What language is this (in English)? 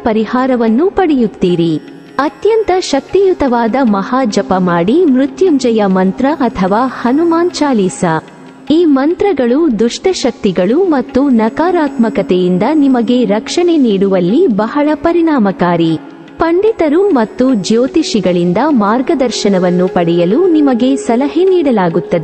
Kannada